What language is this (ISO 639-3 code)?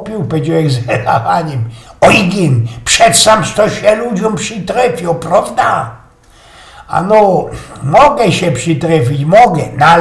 szl